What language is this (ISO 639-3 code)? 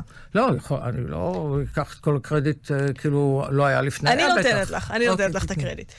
heb